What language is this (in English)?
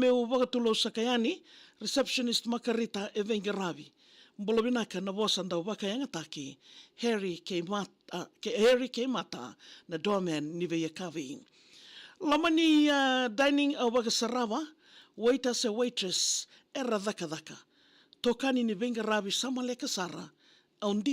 Fijian